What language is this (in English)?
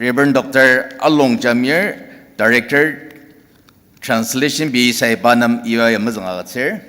Ao Naga